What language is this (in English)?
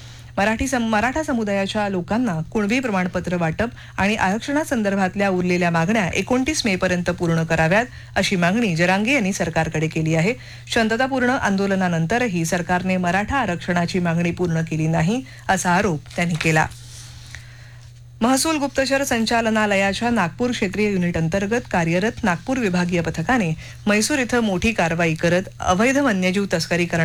Marathi